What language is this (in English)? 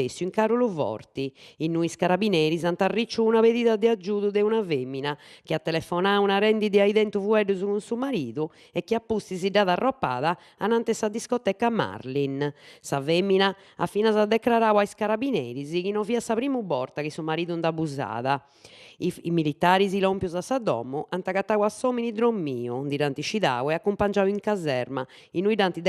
Sardinian